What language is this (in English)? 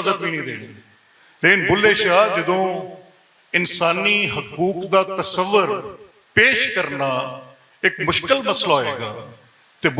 Western Panjabi